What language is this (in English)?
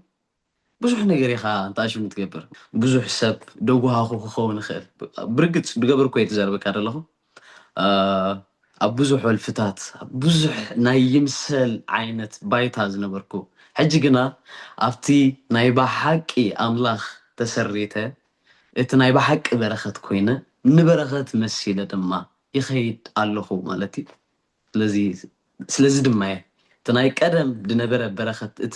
Tigrinya